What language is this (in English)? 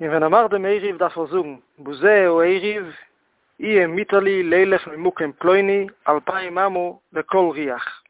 Yiddish